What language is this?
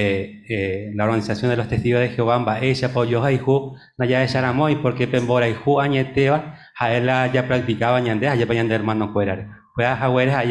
Guarani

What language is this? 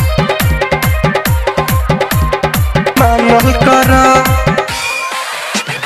Bhojpuri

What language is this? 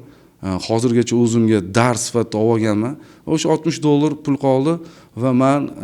Uzbek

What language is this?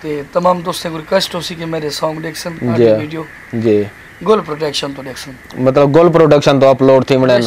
Saraiki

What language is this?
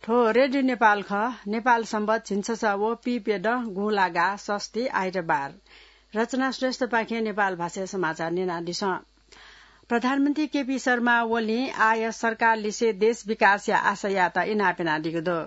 Newari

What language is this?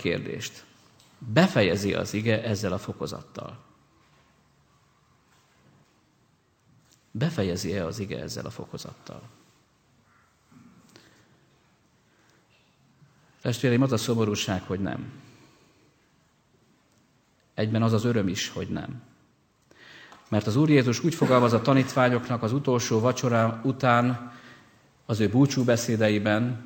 Hungarian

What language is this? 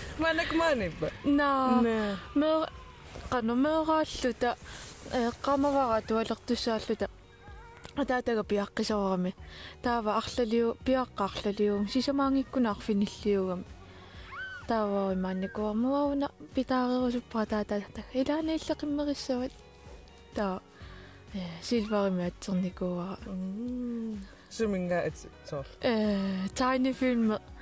Kalaallisut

